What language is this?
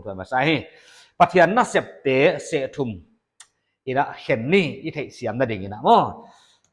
Paite Chin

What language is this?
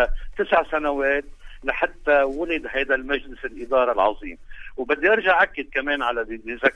North Levantine Arabic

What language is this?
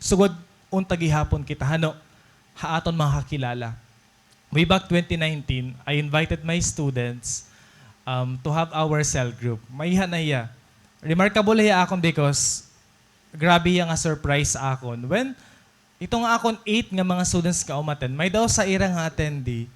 Waray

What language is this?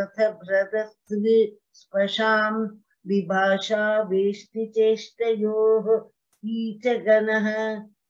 Sanskrit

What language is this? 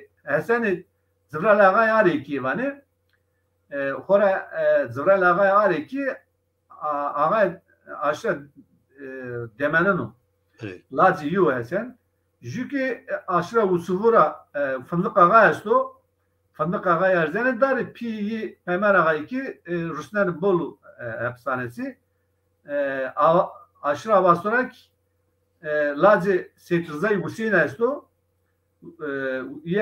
Zaza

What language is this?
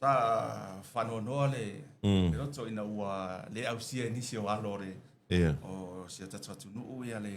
Samoan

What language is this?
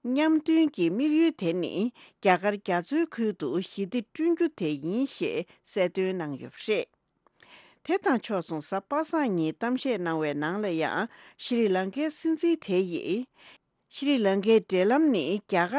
Tibetan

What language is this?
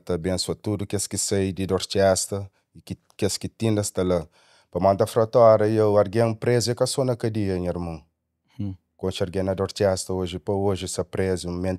Kabuverdianu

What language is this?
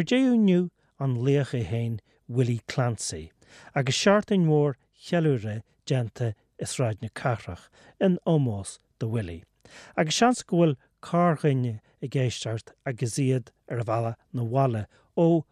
Irish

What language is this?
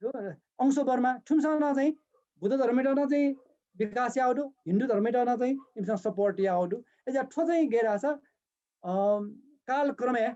Newari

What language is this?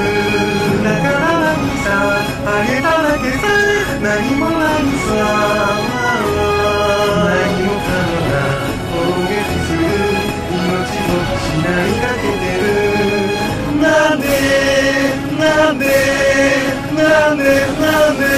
Japanese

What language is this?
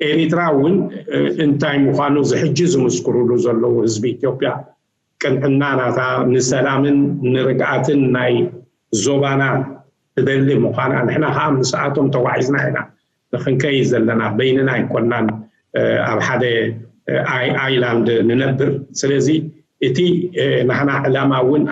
Tigrinya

